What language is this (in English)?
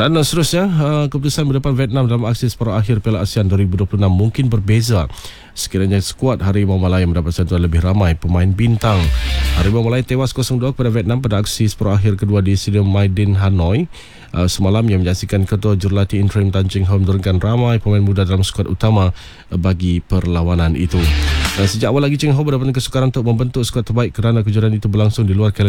Malay